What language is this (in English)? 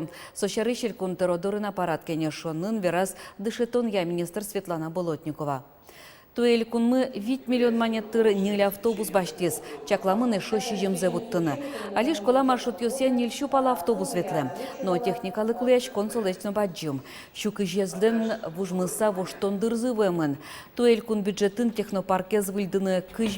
Udmurt